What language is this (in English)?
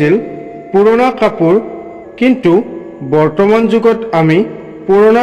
Assamese